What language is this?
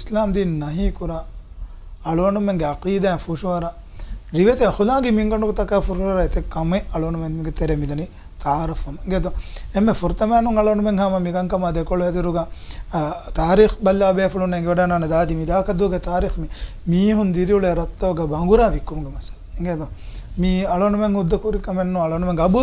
Divehi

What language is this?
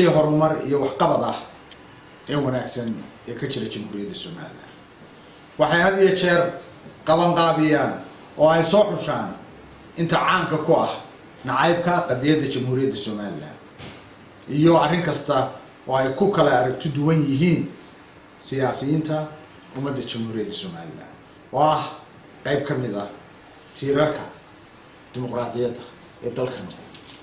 Somali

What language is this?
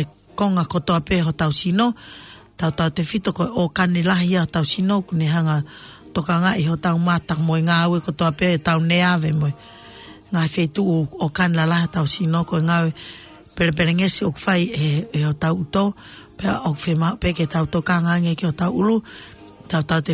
Tongan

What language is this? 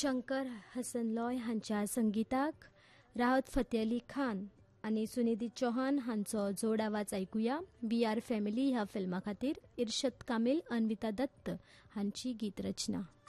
Konkani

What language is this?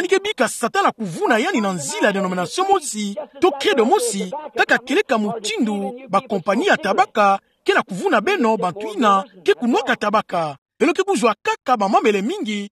Kituba (Democratic Republic of Congo)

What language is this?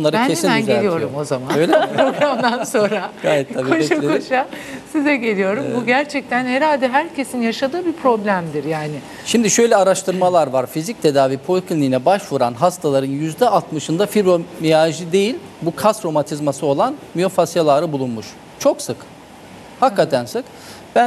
Turkish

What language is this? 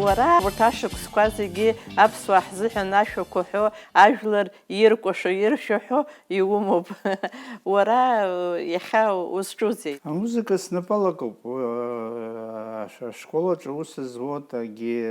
Abkhazian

